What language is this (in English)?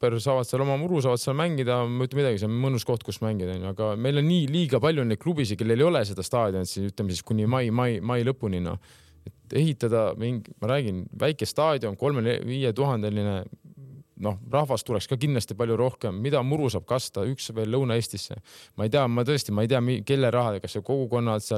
Estonian